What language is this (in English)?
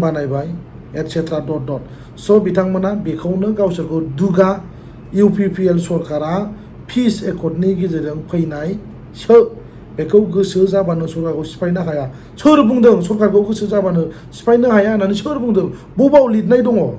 Bodo